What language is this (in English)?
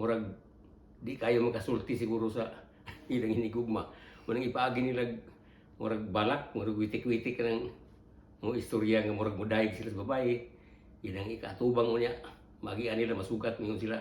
Cebuano